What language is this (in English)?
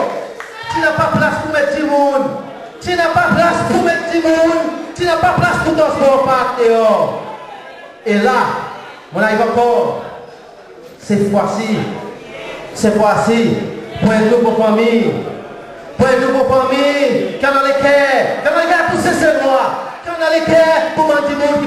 Seselwa Creole French